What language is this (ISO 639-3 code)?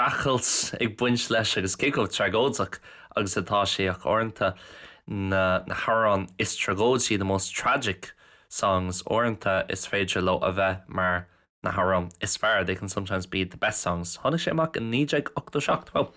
gle